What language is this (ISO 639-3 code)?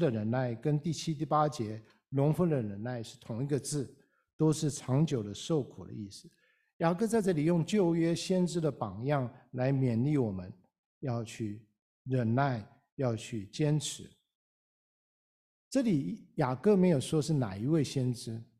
zho